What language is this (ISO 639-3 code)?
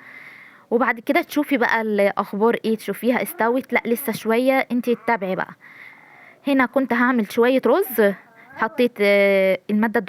arz